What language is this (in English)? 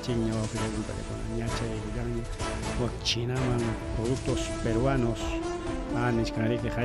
Ayacucho Quechua